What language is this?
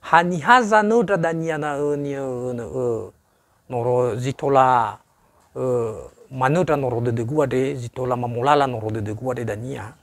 Nias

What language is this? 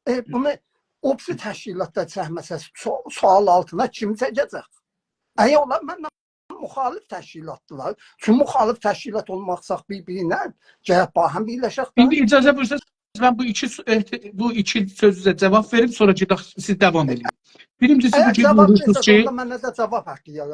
South Azerbaijani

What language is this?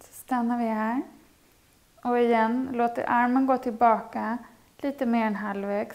Swedish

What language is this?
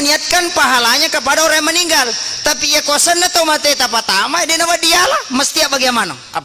Buginese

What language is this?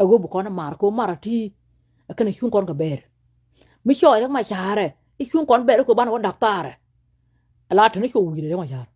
Nuer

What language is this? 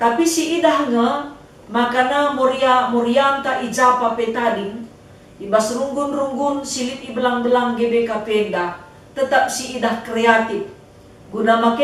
Batak Karo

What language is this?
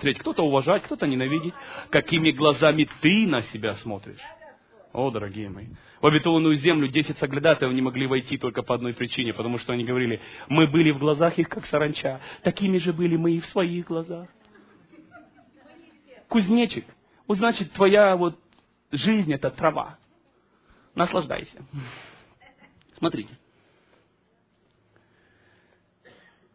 Russian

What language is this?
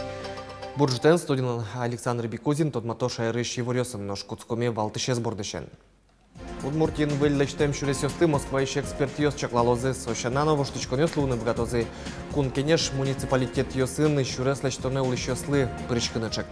Udmurt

